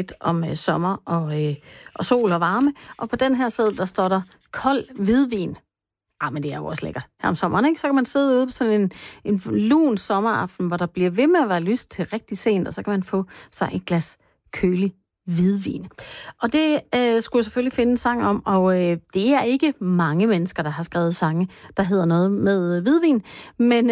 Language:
Danish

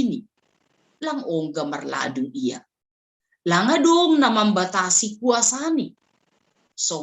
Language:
Batak Simalungun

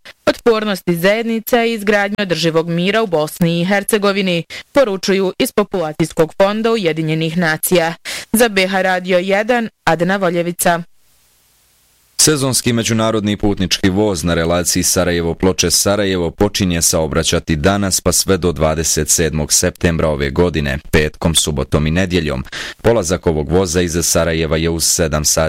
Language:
Bosnian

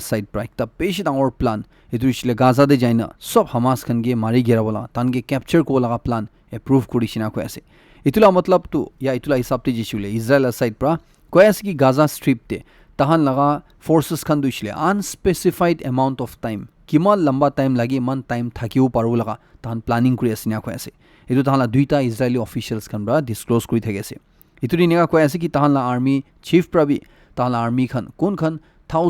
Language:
Naga Pidgin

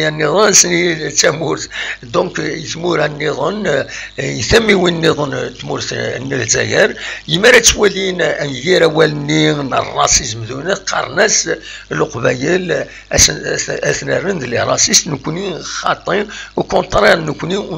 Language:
Kabyle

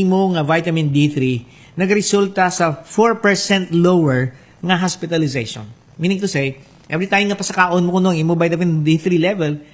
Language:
Hiligaynon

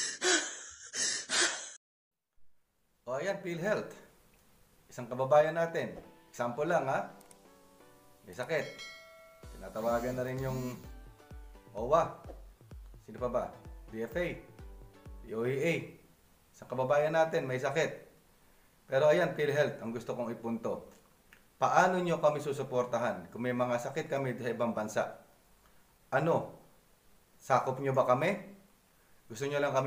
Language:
Filipino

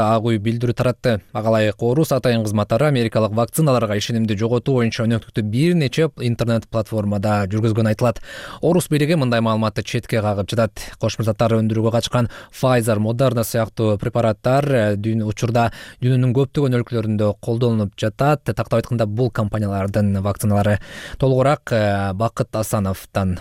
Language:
Kyrgyz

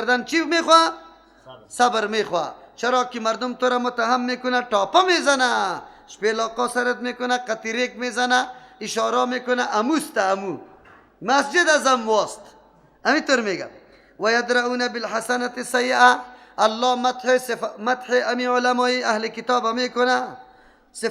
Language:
Persian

